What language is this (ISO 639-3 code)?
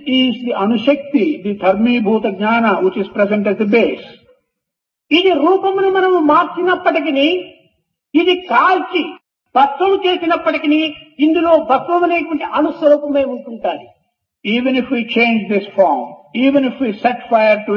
tel